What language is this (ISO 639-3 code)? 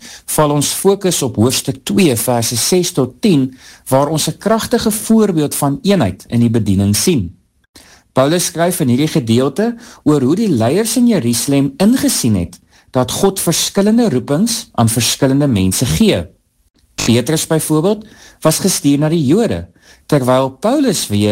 afr